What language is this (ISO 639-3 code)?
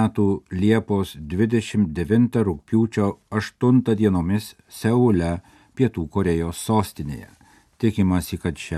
lit